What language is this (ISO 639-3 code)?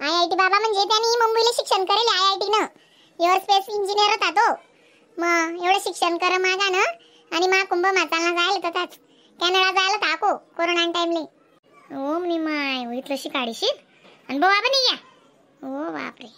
khn